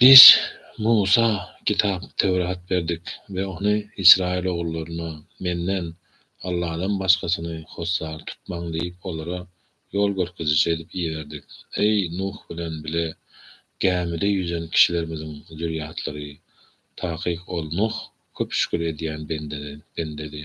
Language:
Turkmen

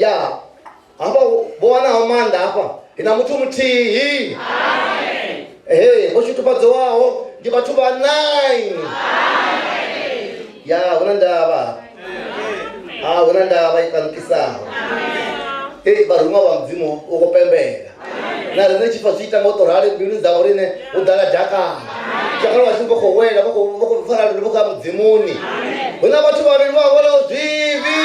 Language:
Venda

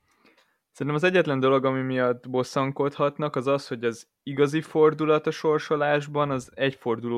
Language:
Hungarian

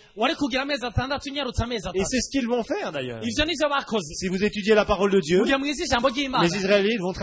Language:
Rundi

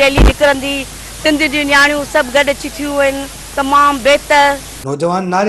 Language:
Sindhi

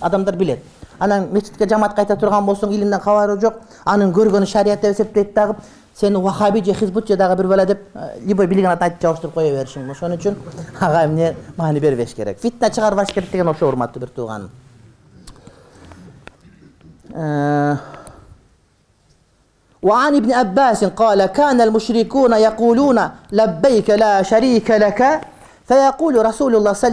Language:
Kyrgyz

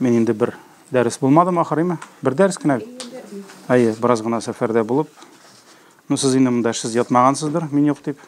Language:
Tatar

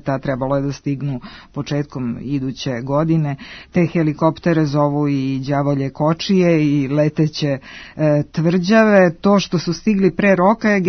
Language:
Serbian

